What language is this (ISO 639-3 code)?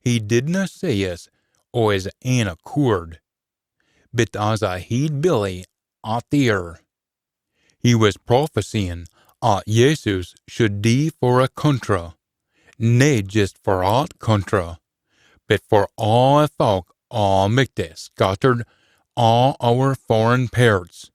sco